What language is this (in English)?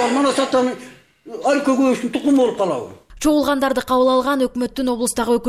Kyrgyz